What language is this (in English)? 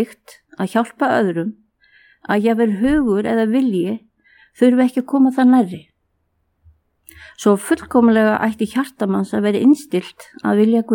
Icelandic